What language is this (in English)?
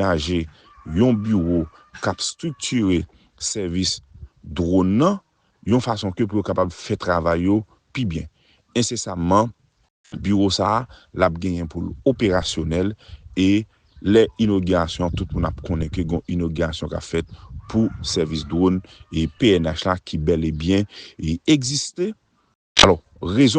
Haitian Creole